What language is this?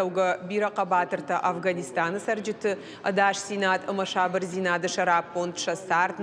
Ossetic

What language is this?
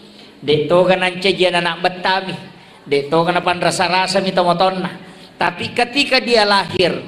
Buginese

